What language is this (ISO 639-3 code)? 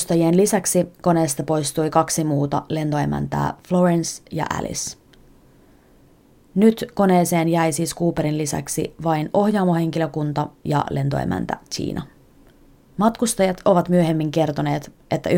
fin